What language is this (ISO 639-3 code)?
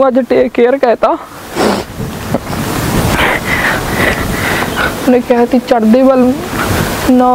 pan